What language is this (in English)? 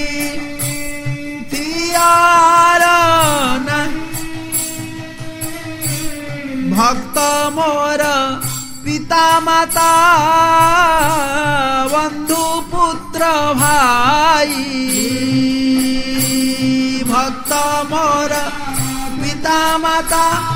Odia